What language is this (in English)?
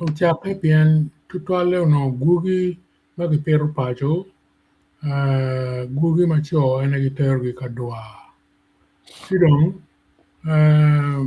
Acoli